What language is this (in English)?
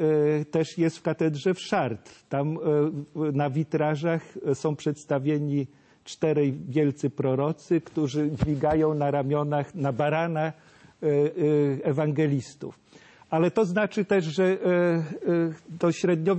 Polish